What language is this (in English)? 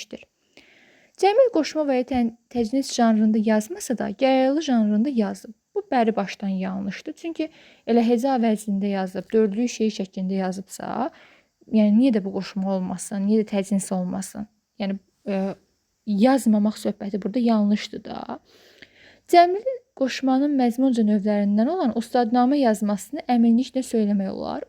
Azerbaijani